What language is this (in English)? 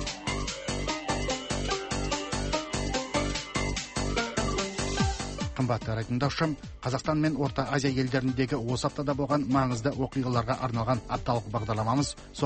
Kazakh